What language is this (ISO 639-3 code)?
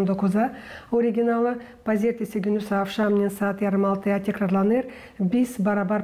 gag